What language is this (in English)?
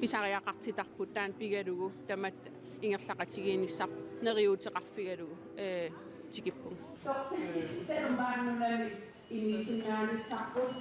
Kalaallisut